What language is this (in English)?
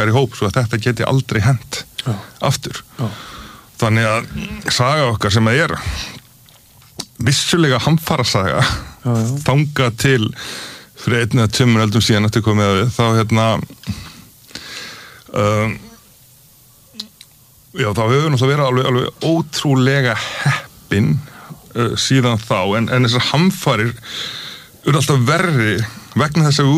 Icelandic